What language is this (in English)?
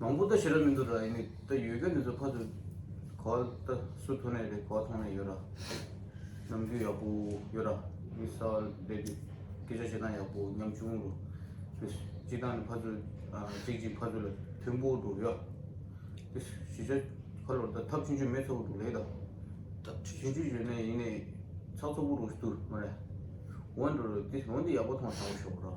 Tibetan